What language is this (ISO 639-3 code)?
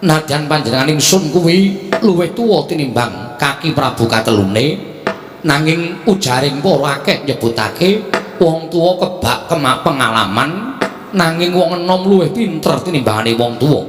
jav